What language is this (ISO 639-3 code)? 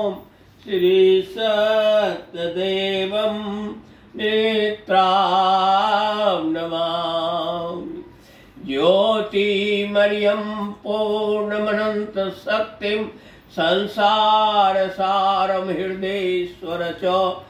san